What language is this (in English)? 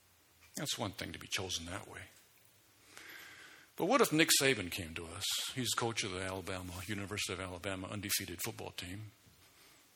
English